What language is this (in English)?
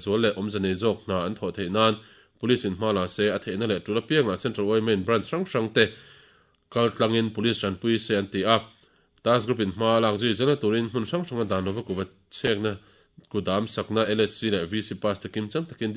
Mizo